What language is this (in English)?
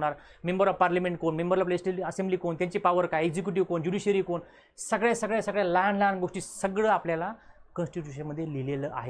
Marathi